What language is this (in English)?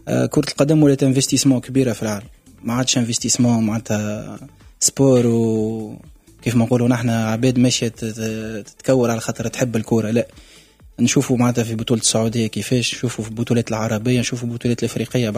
Tunisian Arabic